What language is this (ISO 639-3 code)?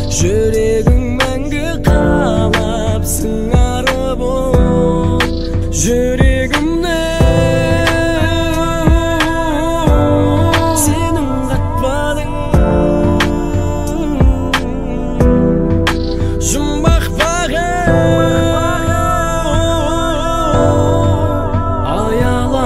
kaz